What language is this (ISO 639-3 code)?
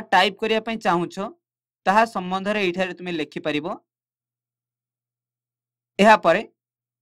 ori